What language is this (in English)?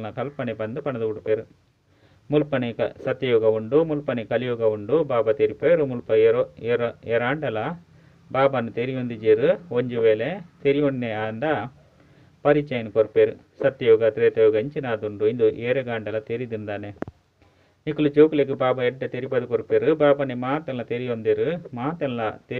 Tulu